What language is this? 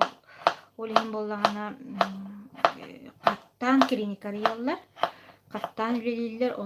Yakut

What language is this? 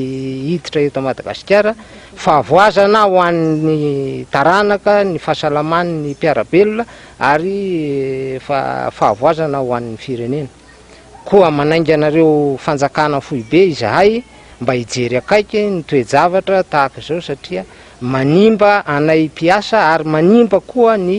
Malagasy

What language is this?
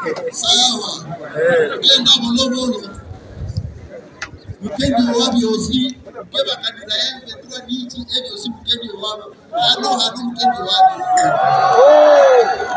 Kinyarwanda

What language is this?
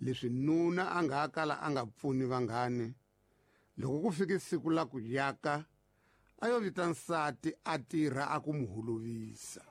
Tsonga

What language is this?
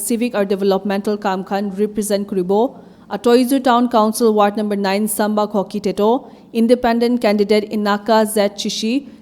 Naga Pidgin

